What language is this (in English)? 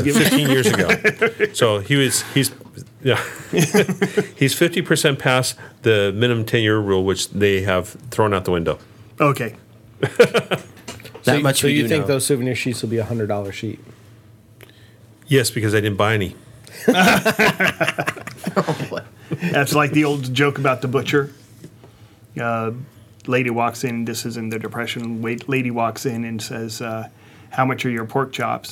English